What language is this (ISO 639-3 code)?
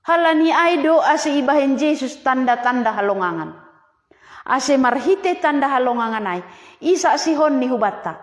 bts